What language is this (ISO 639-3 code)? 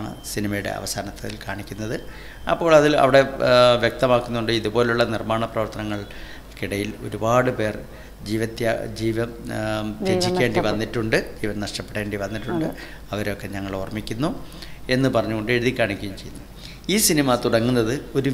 mal